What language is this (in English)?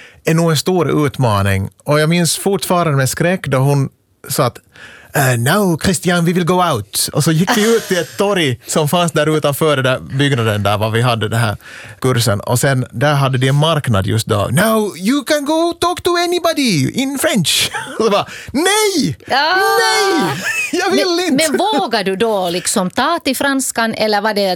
Swedish